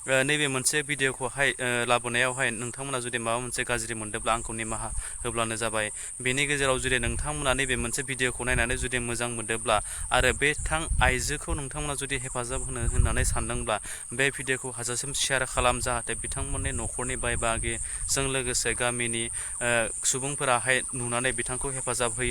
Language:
Bodo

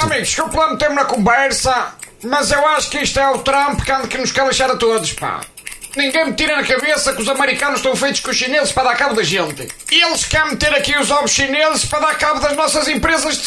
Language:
Portuguese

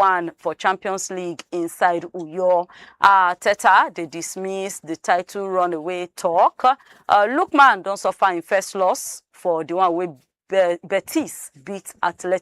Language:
Nigerian Pidgin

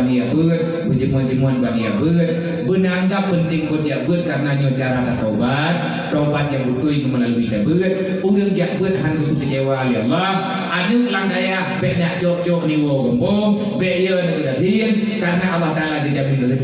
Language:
Achinese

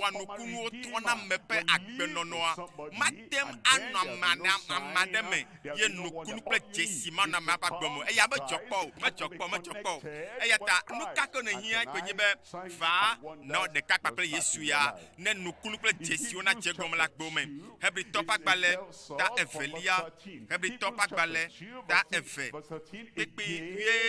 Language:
Ewe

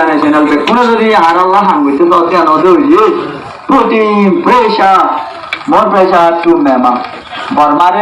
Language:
Rohingya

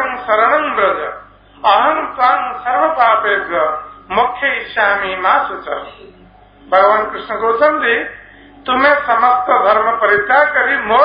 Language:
Odia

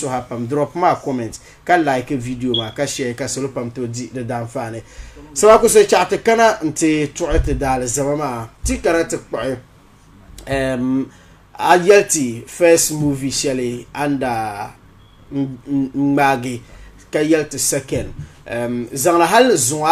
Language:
Dagbani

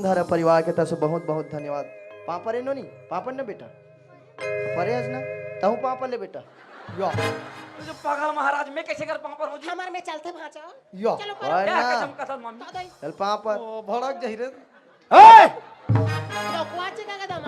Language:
Chhattisgarhi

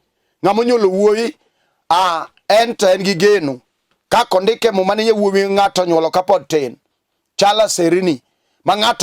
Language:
Luo (Kenya and Tanzania)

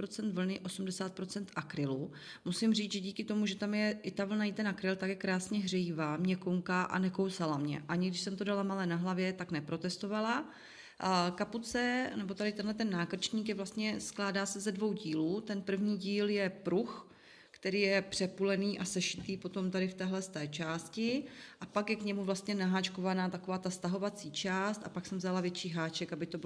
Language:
Czech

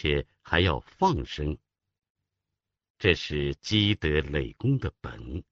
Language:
Chinese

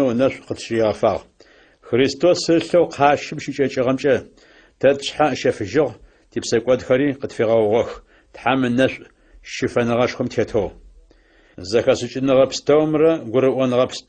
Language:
Adyghe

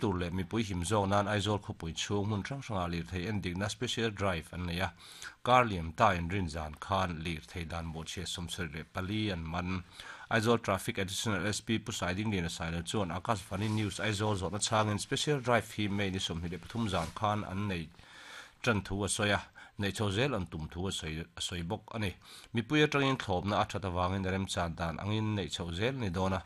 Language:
Mizo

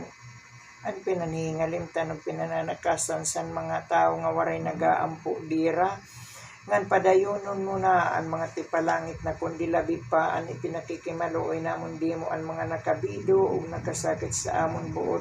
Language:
Waray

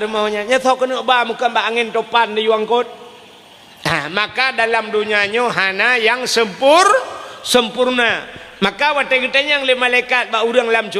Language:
Achinese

